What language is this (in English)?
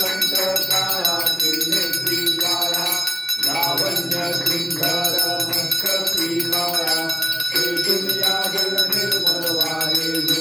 Marathi